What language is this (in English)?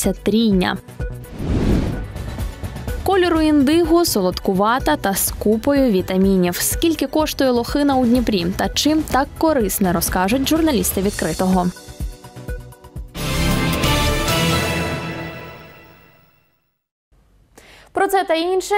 Ukrainian